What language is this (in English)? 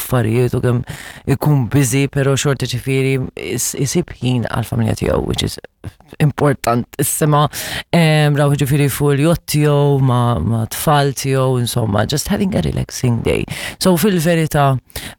Maltese